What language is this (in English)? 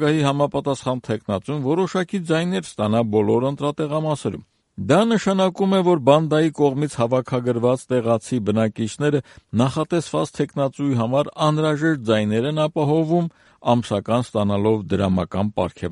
Armenian